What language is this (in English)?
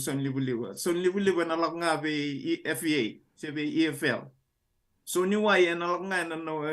Fijian